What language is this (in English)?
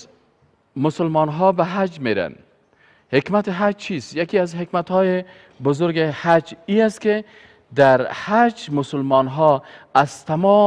Persian